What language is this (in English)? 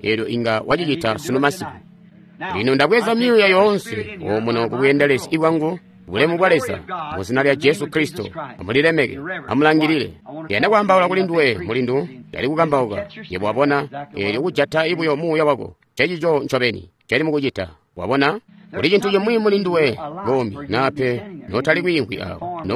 Tonga (Zambia)